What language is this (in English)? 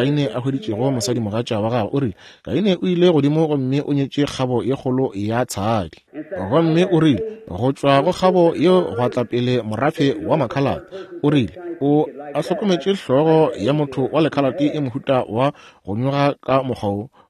Northern Sotho